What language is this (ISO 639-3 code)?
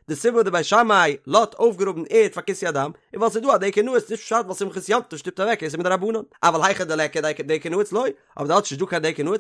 yid